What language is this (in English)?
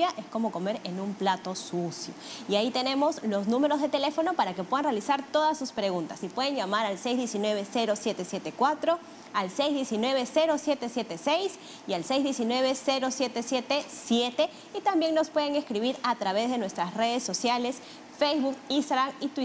Spanish